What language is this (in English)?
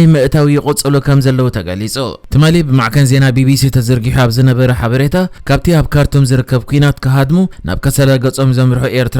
Tigrinya